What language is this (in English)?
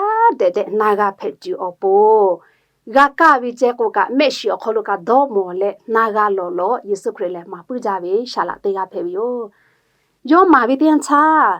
Lahu